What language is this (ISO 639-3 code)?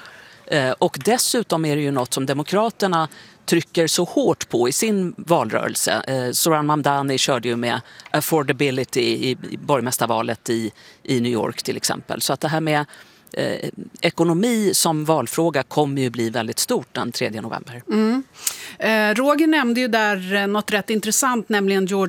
swe